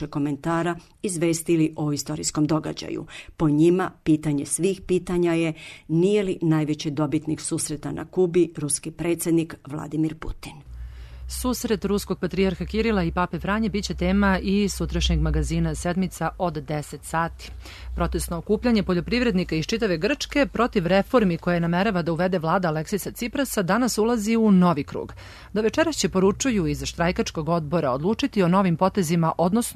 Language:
Serbian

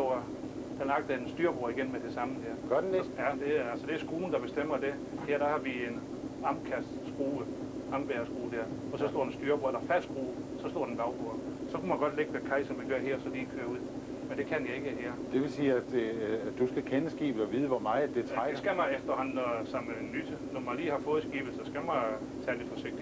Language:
Danish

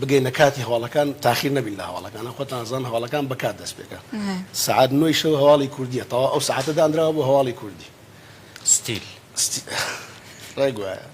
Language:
Central Kurdish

